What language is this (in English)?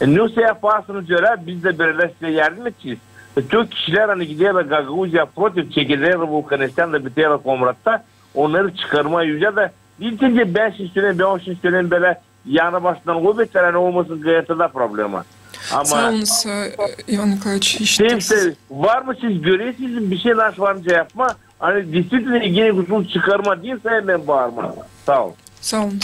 Gagauz